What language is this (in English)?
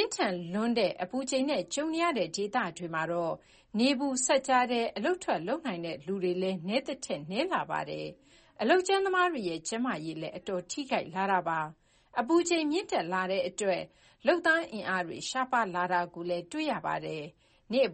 Burmese